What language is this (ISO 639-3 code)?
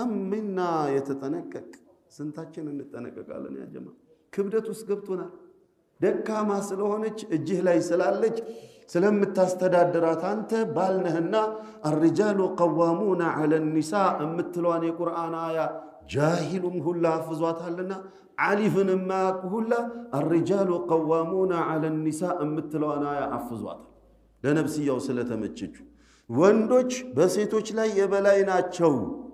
amh